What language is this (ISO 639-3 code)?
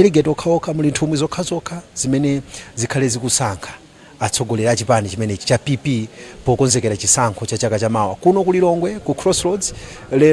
nya